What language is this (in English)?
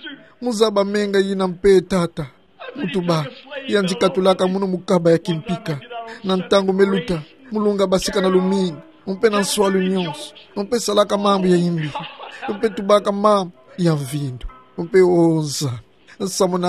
Kituba (Democratic Republic of Congo)